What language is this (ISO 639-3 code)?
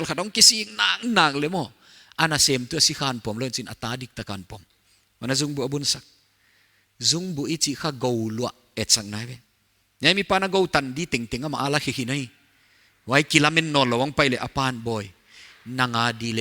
pck